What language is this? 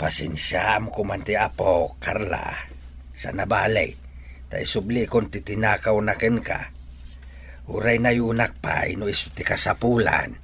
Iloko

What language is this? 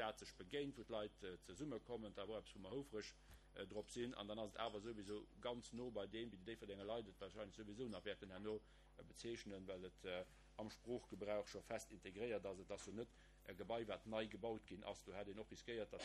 Luxembourgish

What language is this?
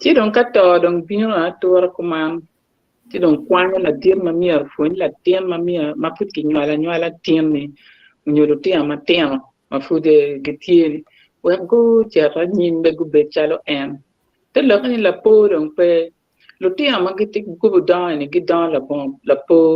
Acoli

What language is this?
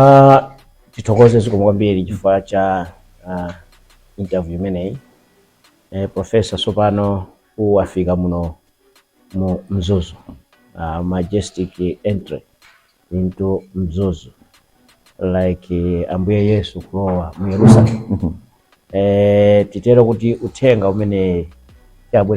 Nyanja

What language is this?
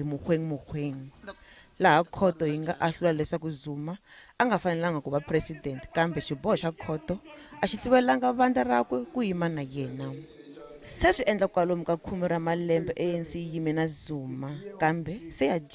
Tsonga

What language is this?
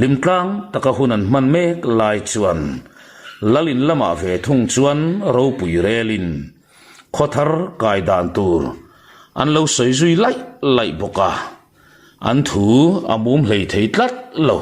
Mizo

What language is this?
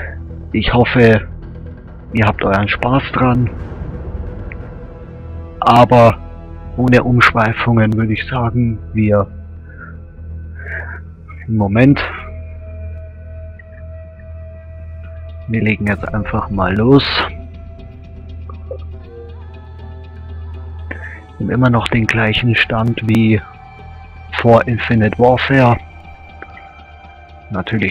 German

